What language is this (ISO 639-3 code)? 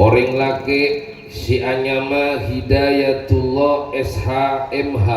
mad